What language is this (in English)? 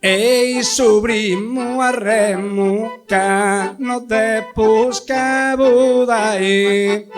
Sardinian